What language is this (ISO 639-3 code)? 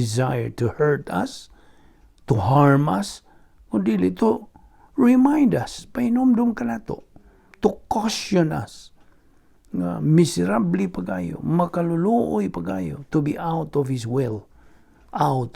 ceb